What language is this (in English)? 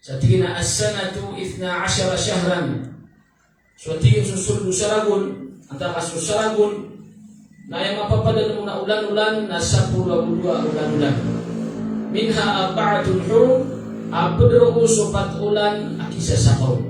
Maranao